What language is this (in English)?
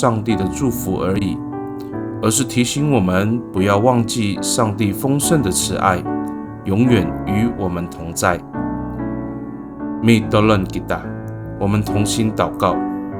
Amis